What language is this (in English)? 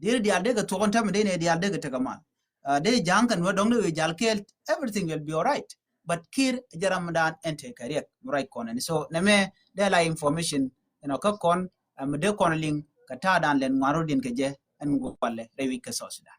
Nuer